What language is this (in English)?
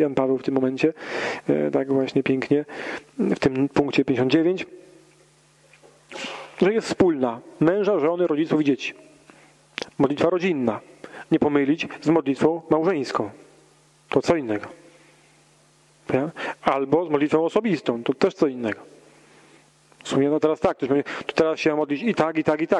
Polish